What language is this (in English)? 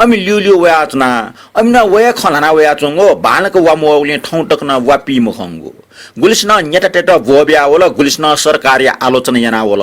Newari